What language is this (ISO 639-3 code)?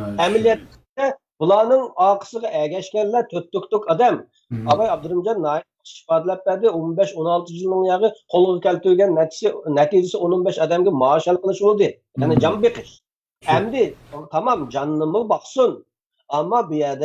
uig